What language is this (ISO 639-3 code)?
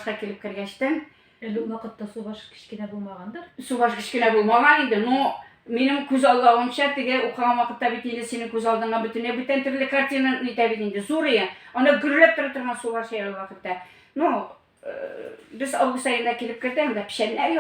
tat